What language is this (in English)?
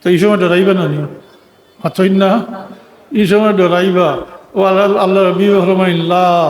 Sylheti